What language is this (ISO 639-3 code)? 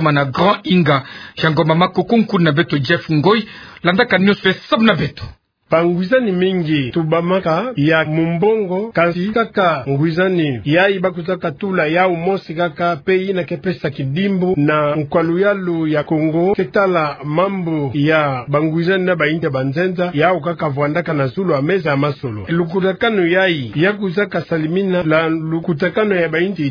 ktu